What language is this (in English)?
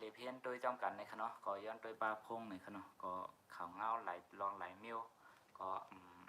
Shan